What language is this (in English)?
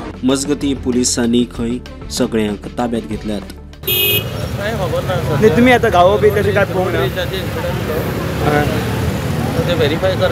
Konkani